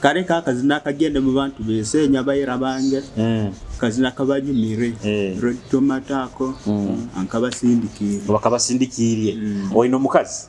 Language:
Nyoro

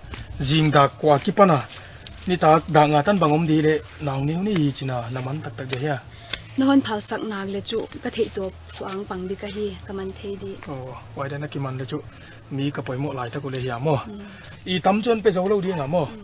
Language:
Tedim Chin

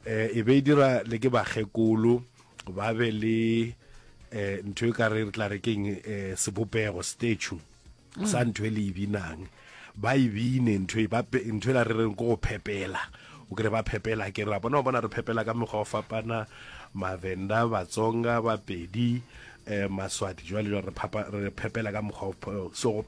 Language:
Northern Sotho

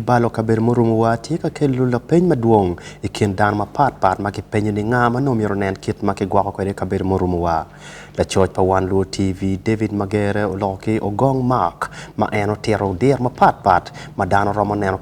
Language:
Acoli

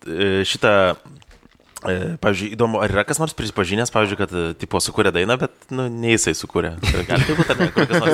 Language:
Lithuanian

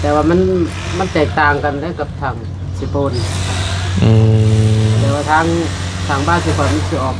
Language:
Northeastern Thai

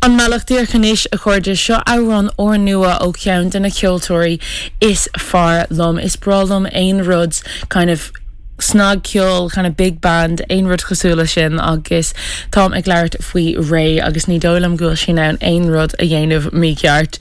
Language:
Irish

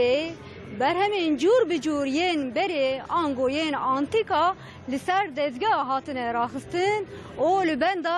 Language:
Kurdish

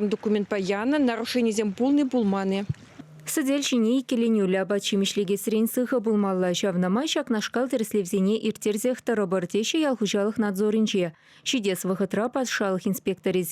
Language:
Chuvash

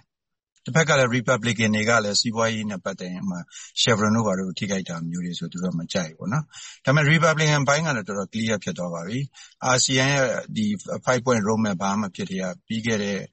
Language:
Burmese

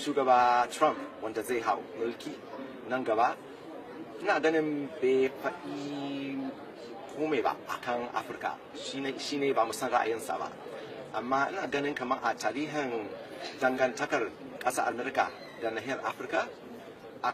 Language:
Hausa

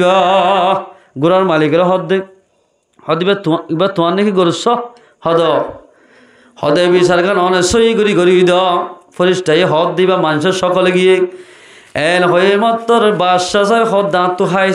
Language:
Rohingya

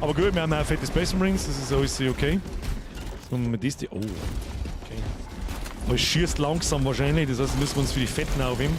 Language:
Bavarian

